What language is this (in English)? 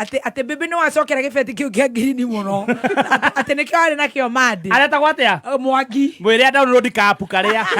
Kikuyu